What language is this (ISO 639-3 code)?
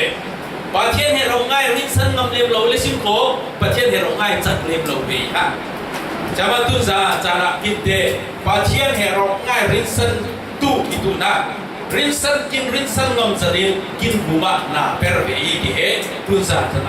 cfm